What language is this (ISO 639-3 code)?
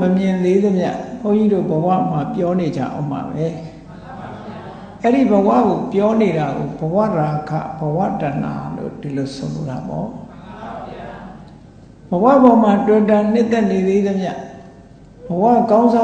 mya